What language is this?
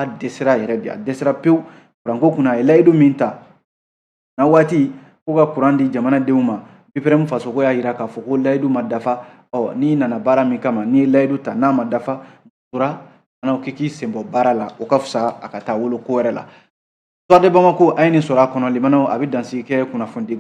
Bambara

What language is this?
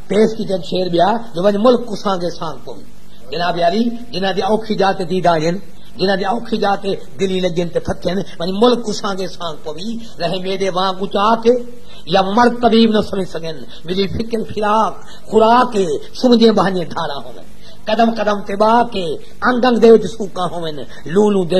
Saraiki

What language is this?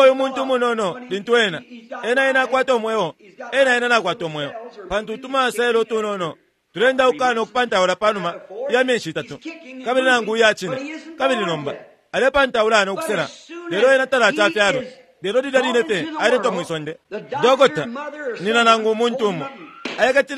Bemba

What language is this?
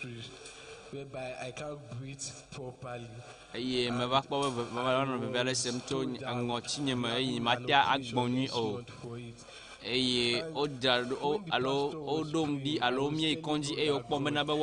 Ewe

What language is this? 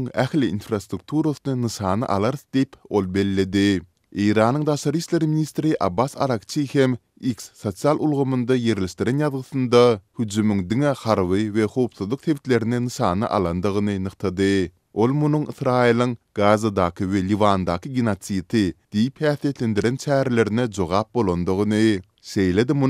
Turkmen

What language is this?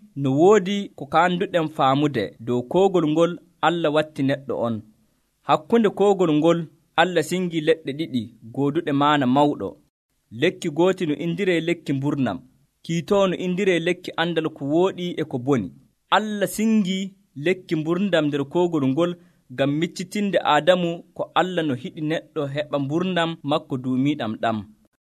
Nigerian Fulfulde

